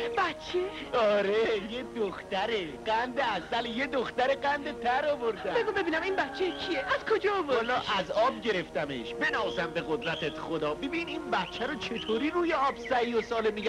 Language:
Persian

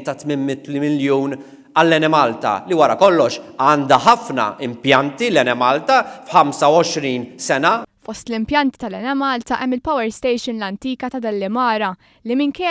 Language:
Maltese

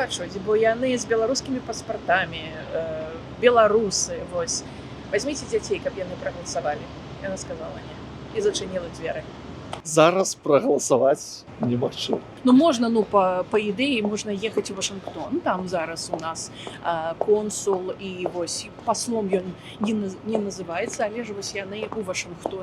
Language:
Belarusian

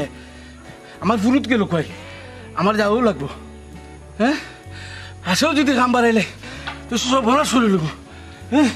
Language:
Sylheti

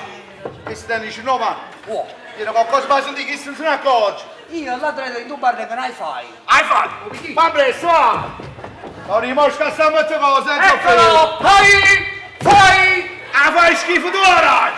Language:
Neapolitan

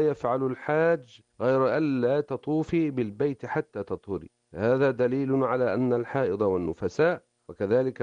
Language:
Arabic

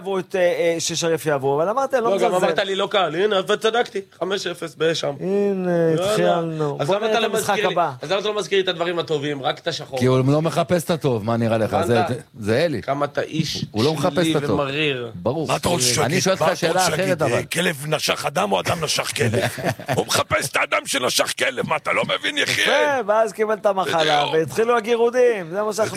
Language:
Hebrew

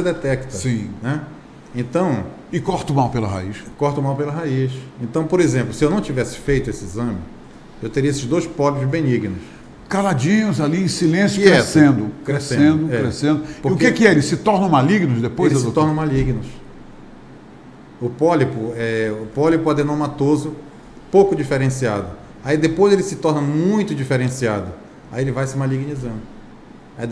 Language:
Portuguese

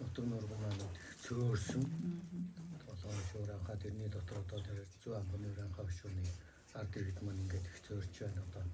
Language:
Mongolian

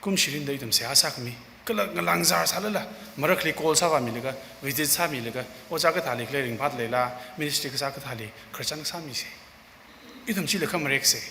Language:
Tangkhul Naga (India)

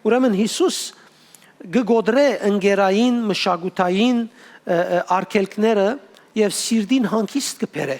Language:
Western Armenian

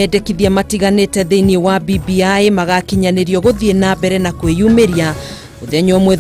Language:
Kikuyu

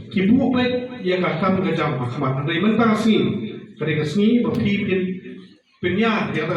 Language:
Khasi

